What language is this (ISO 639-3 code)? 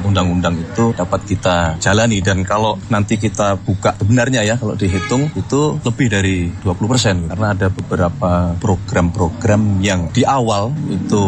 ind